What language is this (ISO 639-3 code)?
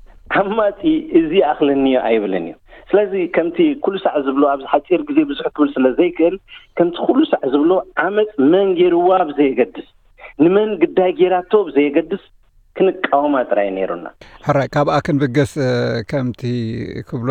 tir